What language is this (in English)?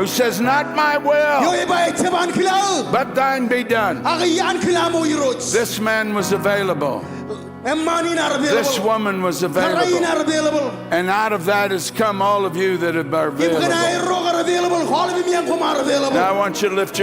Marshallese